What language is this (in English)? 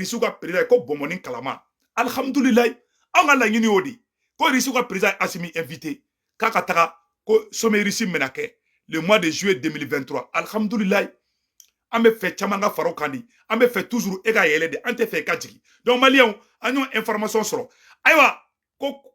Bambara